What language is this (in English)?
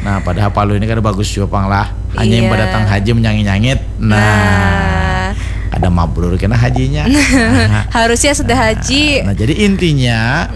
Banjar